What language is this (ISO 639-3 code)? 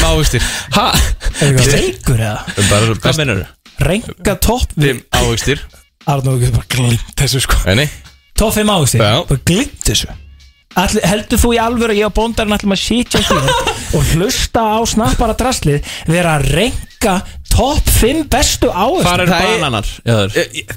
isl